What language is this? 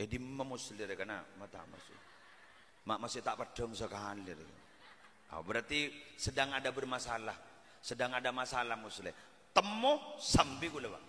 Madurese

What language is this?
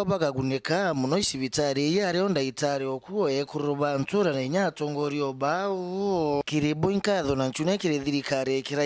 Meru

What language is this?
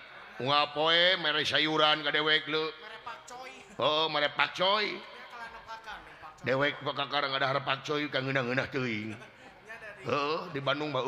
Sundanese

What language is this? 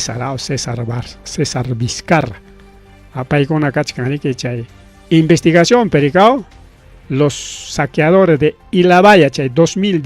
Ayacucho Quechua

